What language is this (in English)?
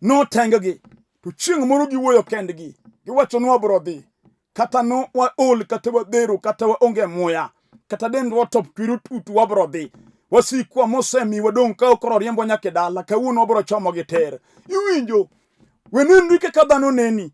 Luo (Kenya and Tanzania)